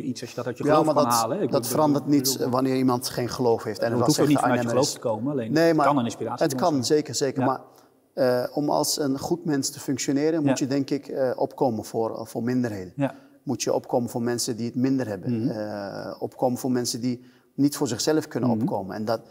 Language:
Dutch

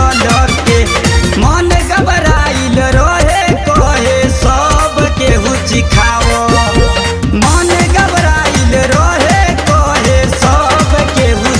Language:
Bhojpuri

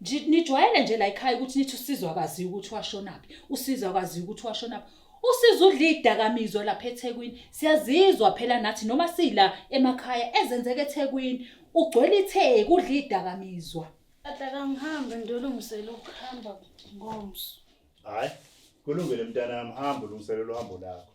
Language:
Zulu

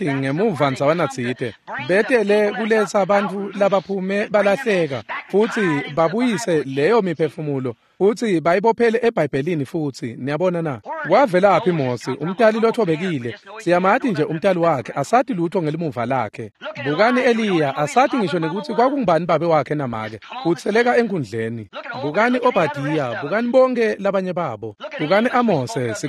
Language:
Swati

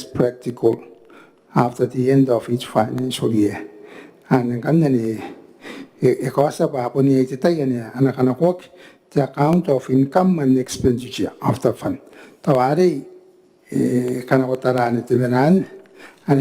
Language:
Gilbertese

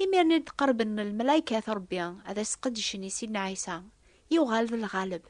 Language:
Kabyle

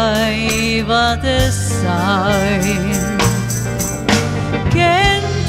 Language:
Finnish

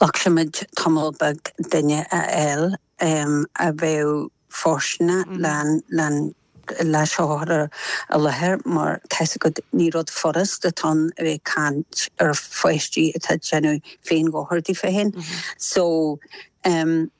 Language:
Irish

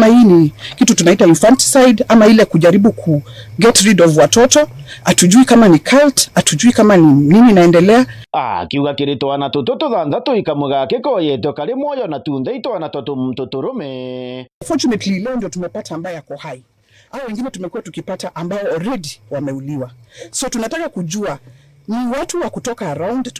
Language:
Meru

